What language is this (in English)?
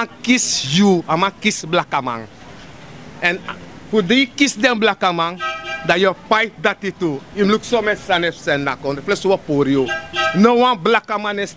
Sranan Tongo